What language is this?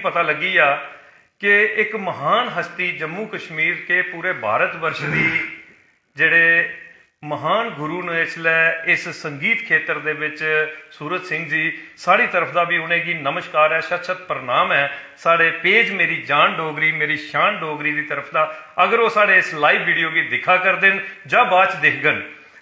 Dogri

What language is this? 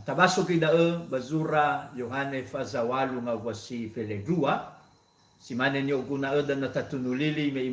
Nias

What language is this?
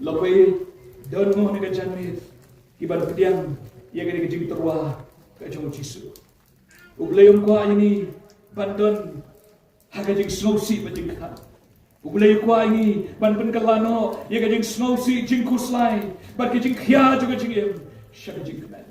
Khasi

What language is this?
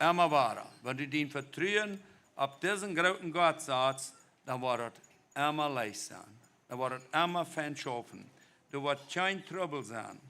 Plautdietsch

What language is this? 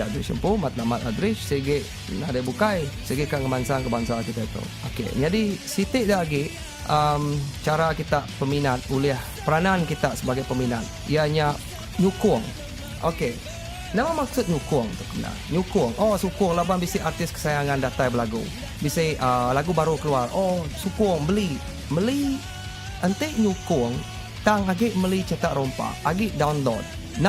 Iban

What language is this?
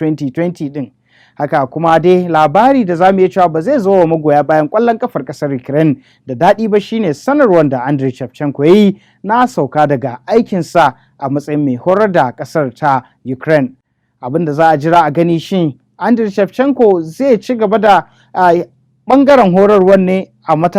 Hausa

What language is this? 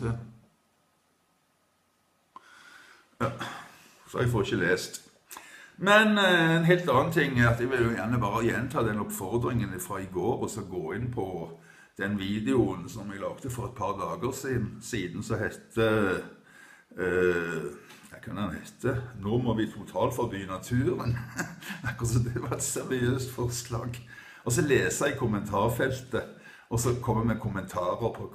Norwegian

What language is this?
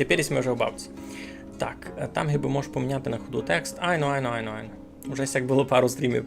Rusyn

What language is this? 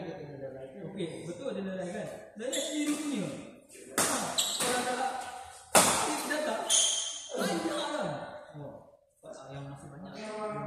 Malay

